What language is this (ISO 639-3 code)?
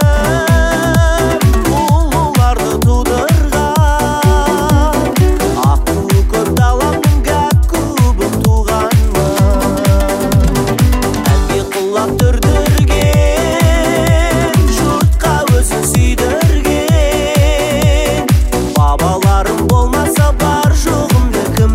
kaz